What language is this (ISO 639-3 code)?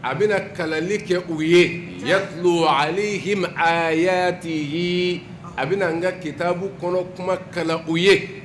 bam